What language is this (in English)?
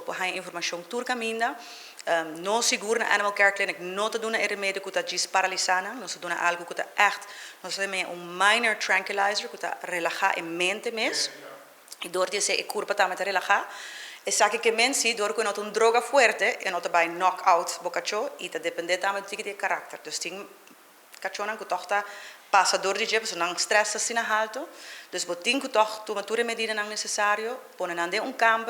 Papiamento